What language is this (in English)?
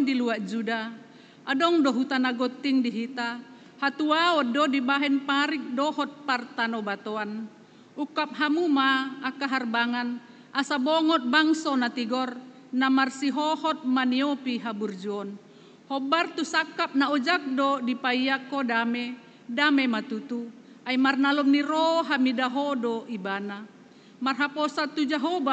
Batak Toba